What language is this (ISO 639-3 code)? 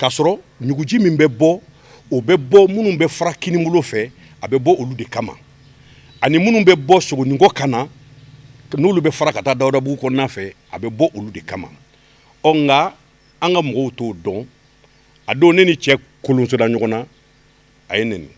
bam